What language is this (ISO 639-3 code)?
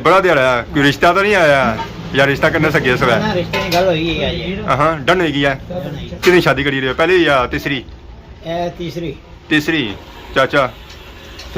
phr